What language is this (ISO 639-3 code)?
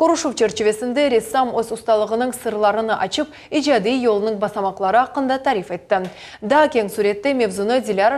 crh